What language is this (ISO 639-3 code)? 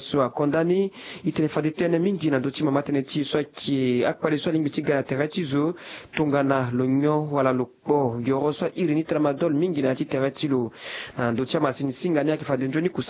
sag